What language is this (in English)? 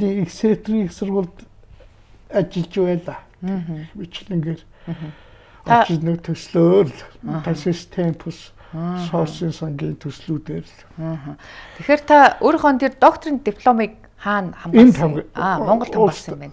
Mongolian